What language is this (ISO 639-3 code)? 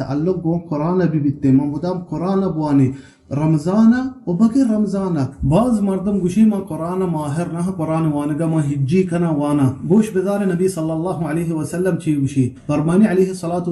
bal